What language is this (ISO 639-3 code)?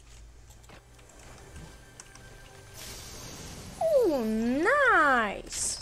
slk